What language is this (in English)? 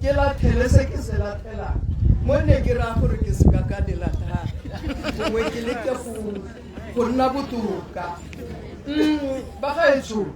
Tswana